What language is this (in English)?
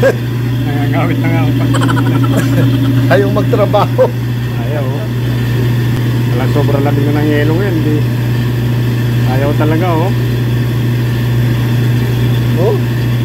Filipino